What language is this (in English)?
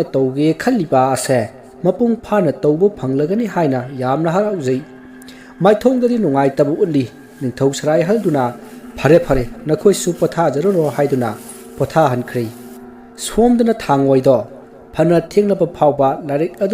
Manipuri